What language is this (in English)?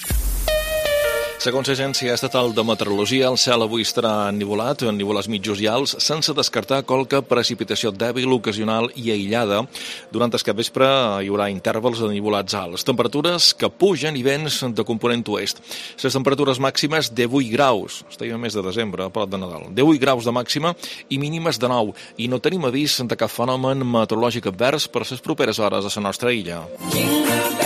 Catalan